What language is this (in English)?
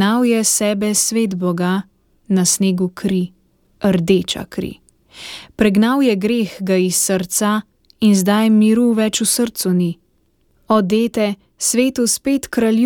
Slovenian